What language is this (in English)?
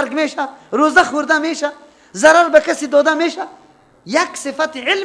Persian